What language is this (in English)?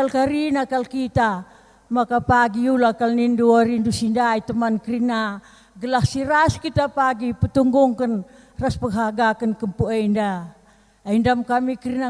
Batak Karo